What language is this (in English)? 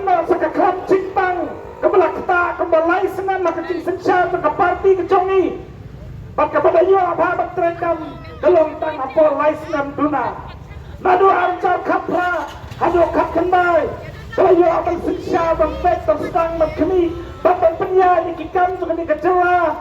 Khasi